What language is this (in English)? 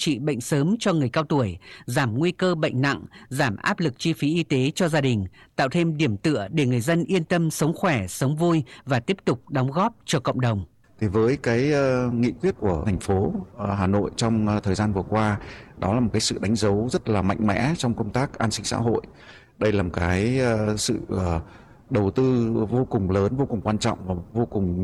Vietnamese